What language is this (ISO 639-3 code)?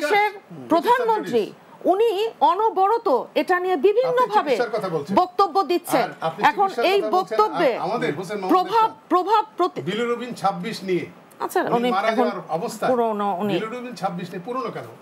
ben